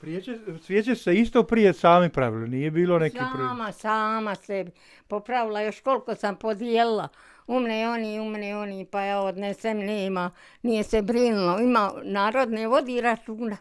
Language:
Bosnian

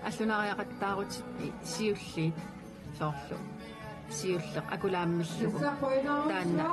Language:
Kalaallisut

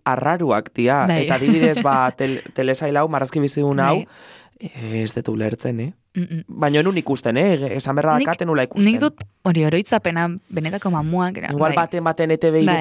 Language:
Basque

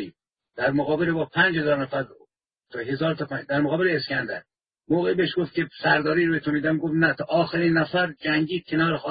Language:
Persian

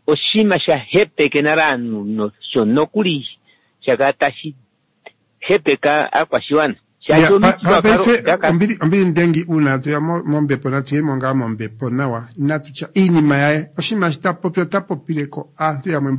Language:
Kuanyama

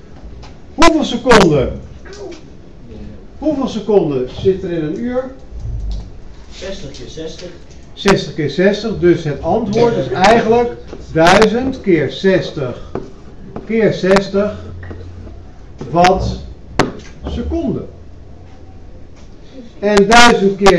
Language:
Dutch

